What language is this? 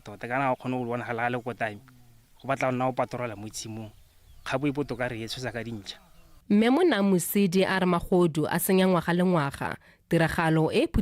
Tswana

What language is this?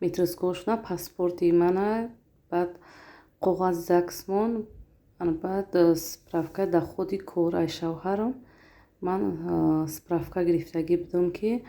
Tajik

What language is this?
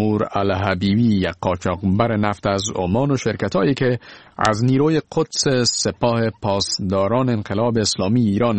Persian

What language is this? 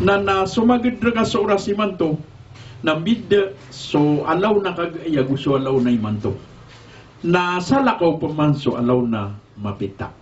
Maranao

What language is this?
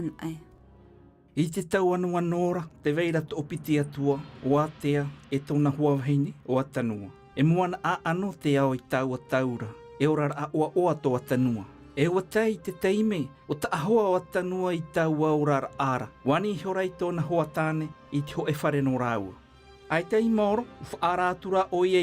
Tahitian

